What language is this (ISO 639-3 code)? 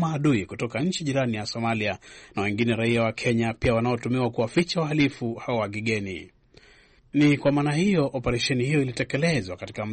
swa